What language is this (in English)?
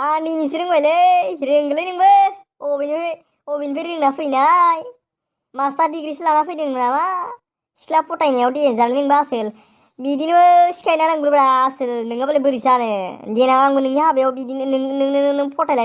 Bodo